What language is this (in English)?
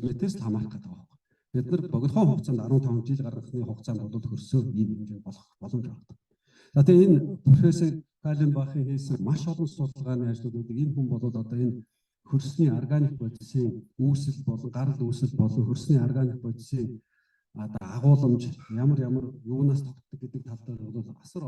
Mongolian